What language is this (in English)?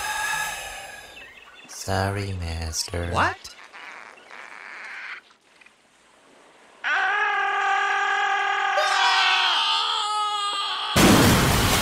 Spanish